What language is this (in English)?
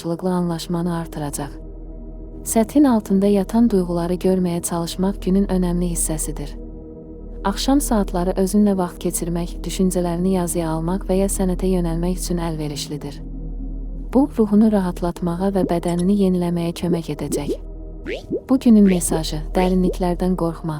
Azerbaijani